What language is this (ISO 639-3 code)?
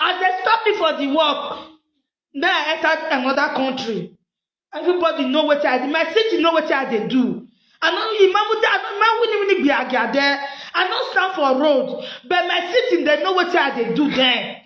pcm